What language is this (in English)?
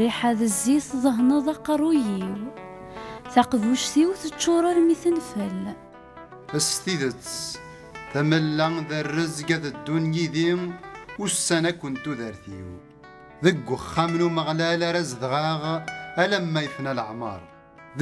Kabyle